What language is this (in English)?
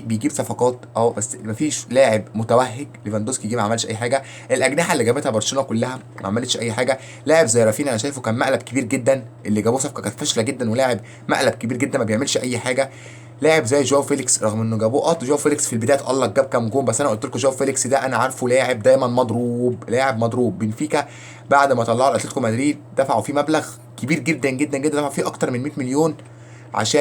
Egyptian Arabic